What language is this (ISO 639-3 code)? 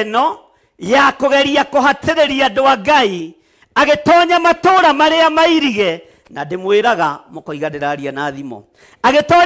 kik